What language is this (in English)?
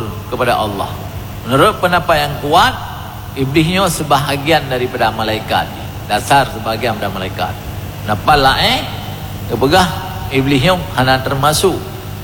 Achinese